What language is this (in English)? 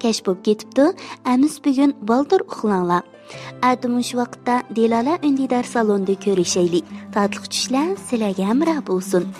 Uyghur